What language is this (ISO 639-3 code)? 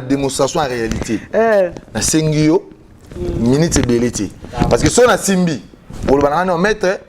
lin